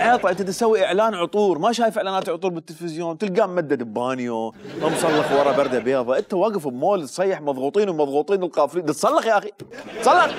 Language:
Mesopotamian Arabic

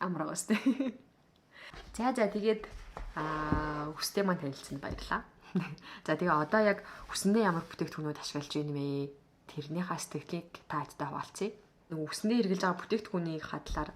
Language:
Mongolian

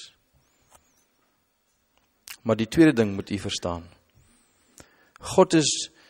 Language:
Afrikaans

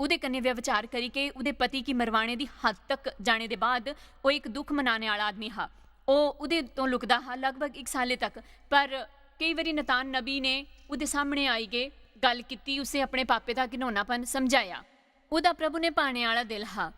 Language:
Dogri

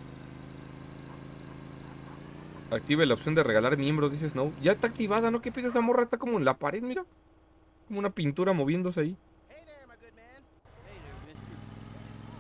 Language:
Spanish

